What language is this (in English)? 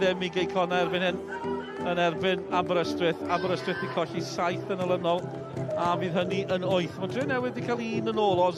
Welsh